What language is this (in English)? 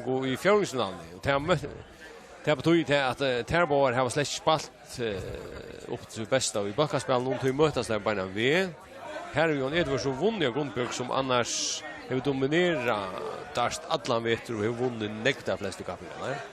Faroese